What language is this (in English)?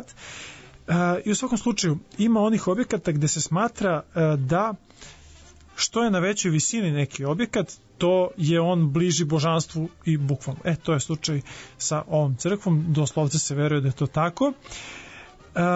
Serbian